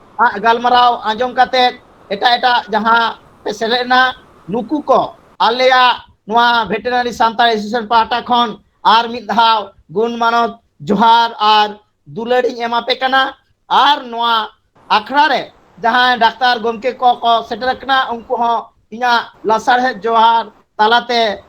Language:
Santali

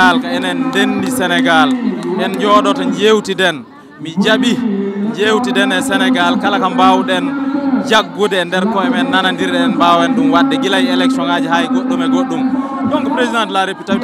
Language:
Fula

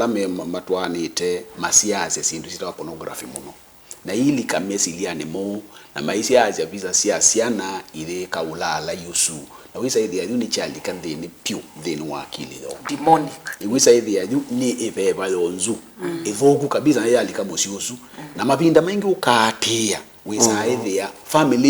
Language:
Kamba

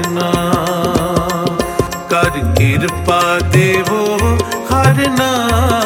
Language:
Hindi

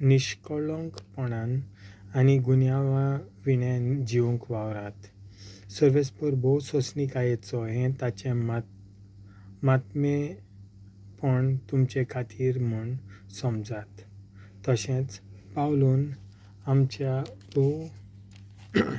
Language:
Konkani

